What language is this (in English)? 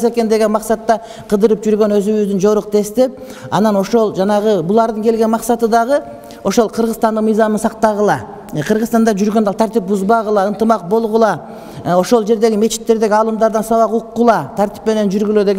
Kyrgyz